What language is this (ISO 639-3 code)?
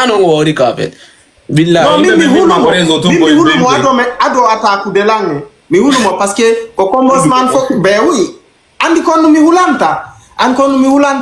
ful